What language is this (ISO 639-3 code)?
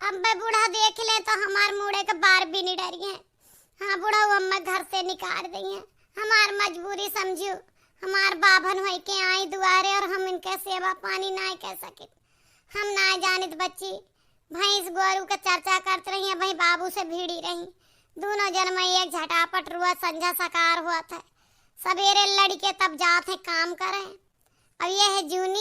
awa